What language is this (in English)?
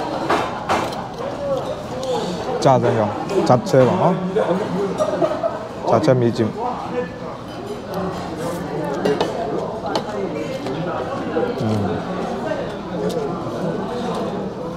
Burmese